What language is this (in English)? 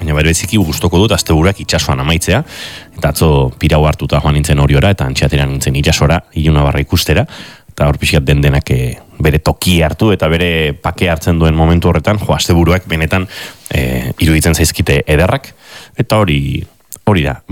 Basque